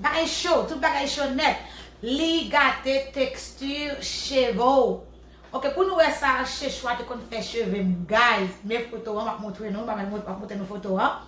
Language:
Haitian Creole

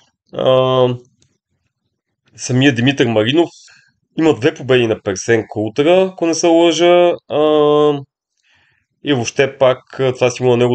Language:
Bulgarian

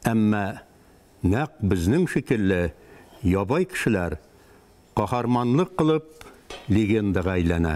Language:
Bashkir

